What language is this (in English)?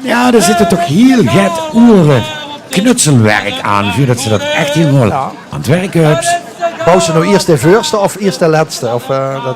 Limburgish